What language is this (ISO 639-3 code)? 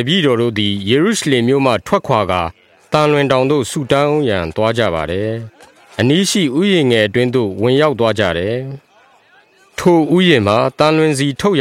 mya